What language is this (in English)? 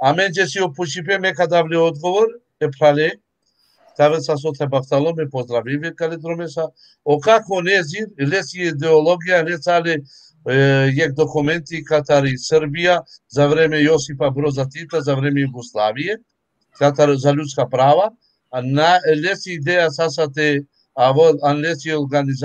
Balkan Romani